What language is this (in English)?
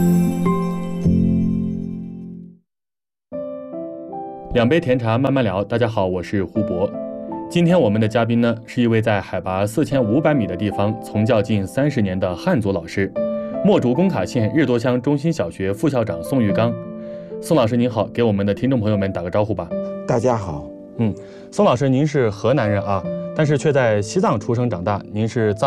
Chinese